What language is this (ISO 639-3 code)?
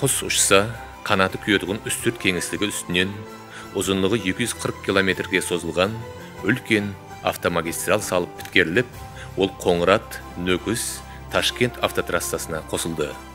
kaa